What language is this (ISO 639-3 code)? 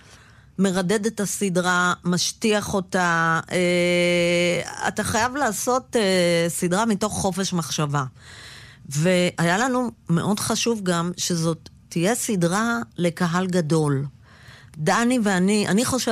heb